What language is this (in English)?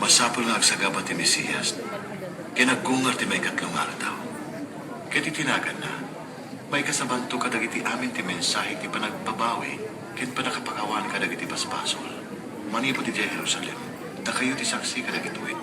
Iloko